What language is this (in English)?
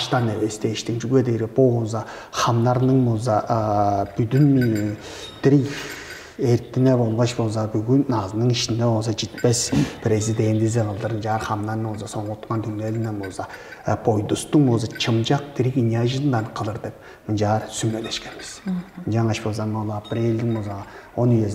Tuvinian